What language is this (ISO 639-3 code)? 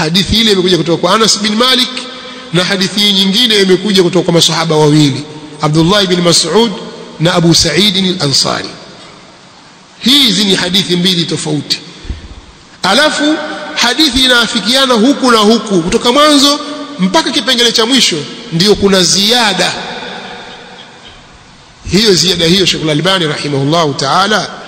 swa